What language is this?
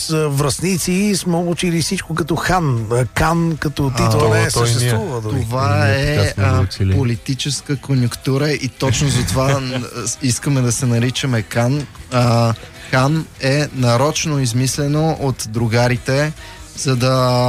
Bulgarian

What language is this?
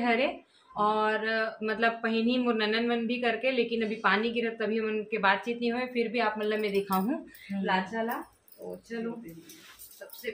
Chhattisgarhi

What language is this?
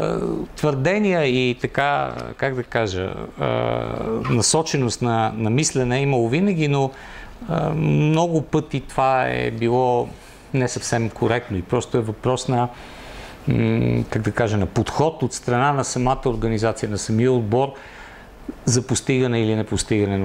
Bulgarian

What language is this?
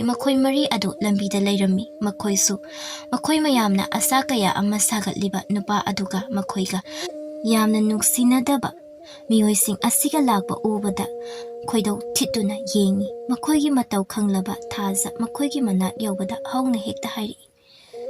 Manipuri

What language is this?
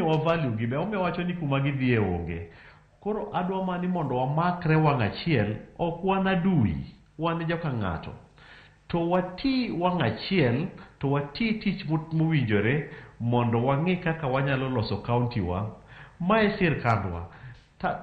Luo (Kenya and Tanzania)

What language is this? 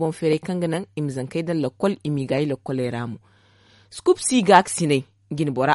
Zarma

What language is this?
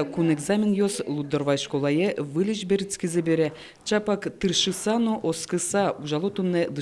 Udmurt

